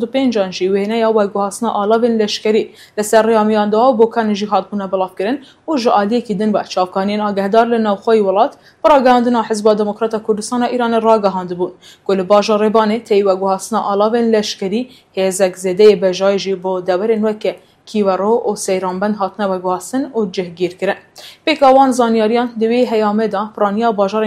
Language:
Kurdish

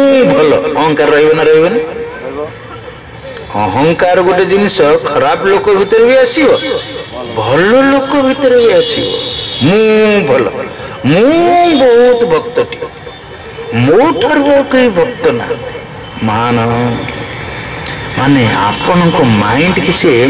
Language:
Odia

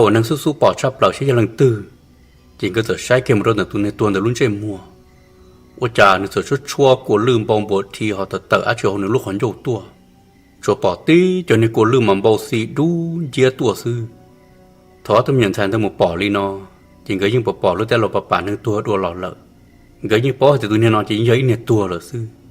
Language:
Hmong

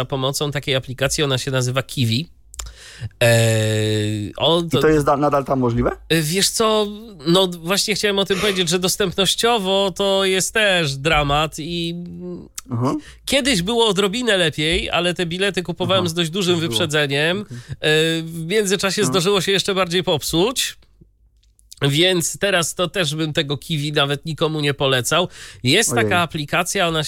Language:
Polish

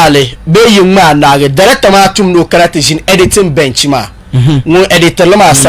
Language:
Dagbani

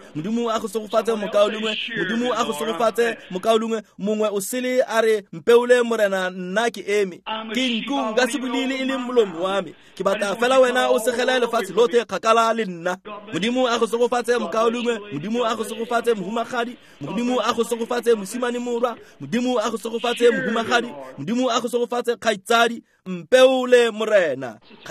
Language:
Tswana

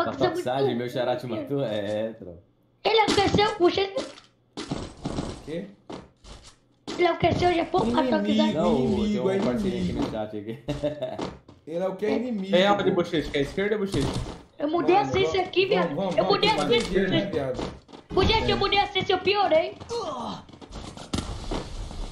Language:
Portuguese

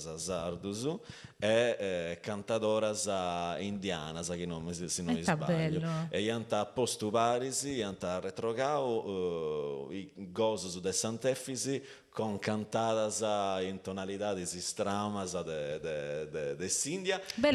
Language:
Sardinian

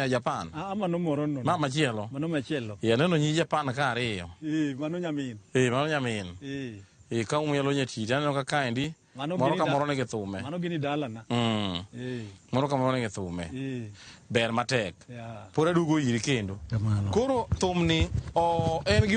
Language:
Luo (Kenya and Tanzania)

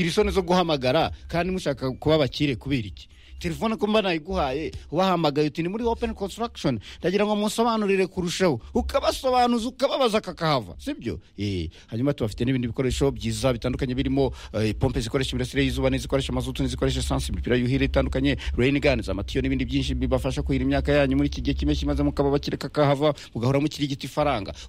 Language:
Kinyarwanda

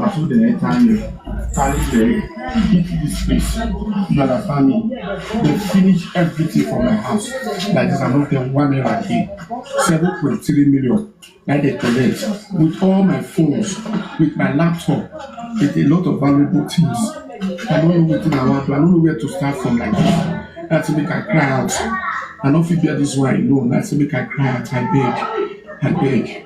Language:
Nigerian Pidgin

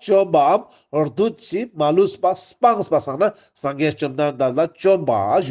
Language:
Ladakhi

